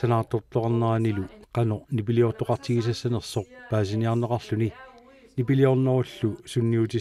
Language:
Kalaallisut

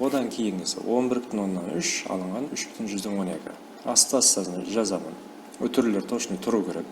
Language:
Kara-Kalpak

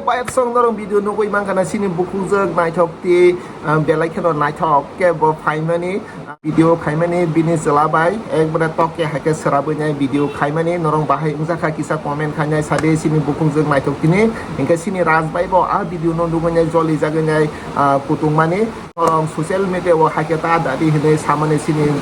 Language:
Kok Borok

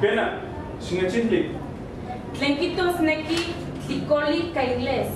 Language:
Eastern Huasteca Nahuatl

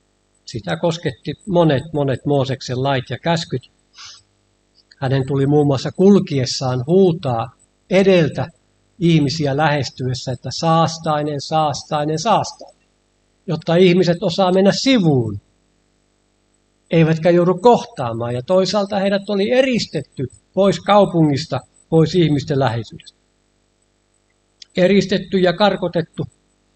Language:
Finnish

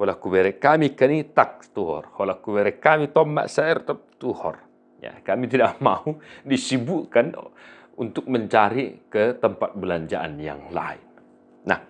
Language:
Batak Toba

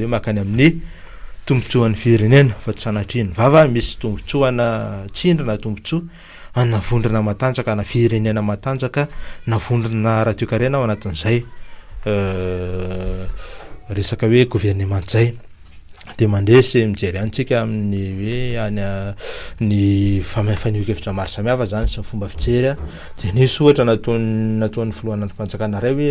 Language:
Malagasy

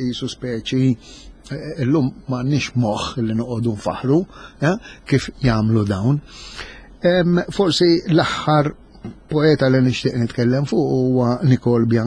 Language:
Maltese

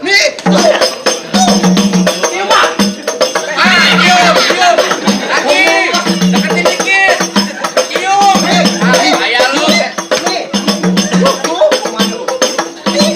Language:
Betawi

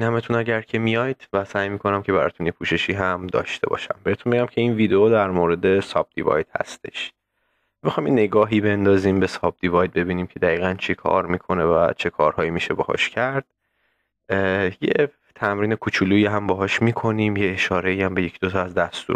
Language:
Persian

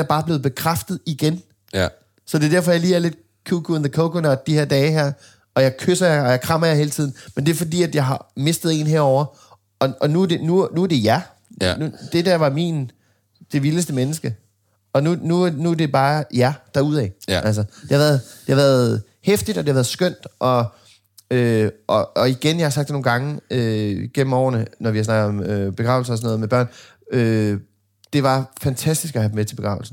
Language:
Danish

